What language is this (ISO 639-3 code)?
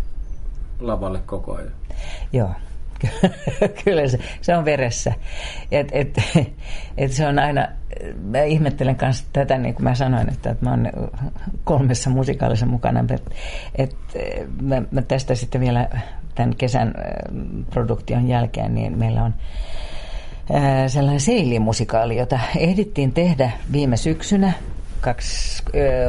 fin